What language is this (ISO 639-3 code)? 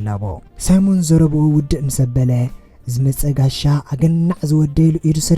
tir